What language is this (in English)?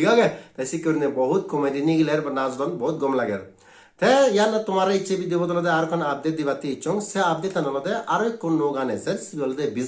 Chakma